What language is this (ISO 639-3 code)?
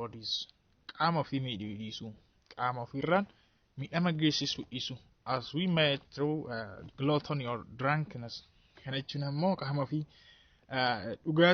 orm